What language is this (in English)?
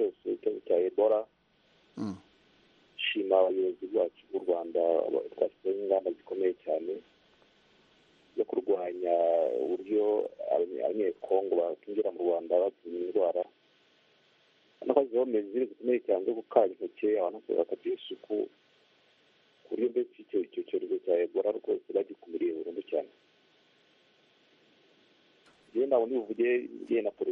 Kinyarwanda